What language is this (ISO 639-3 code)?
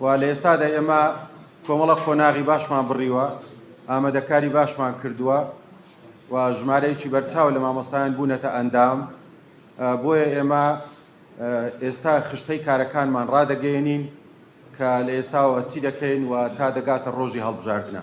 ckb